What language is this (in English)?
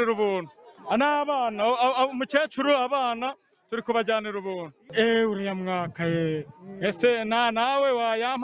Kinyarwanda